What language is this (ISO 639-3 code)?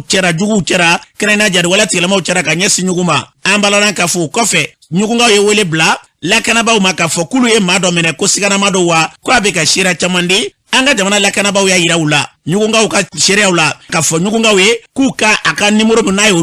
bam